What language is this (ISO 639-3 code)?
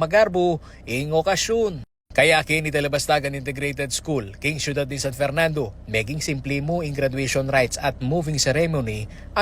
pam